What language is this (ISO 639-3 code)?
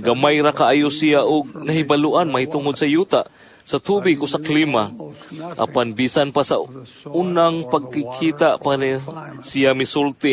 ceb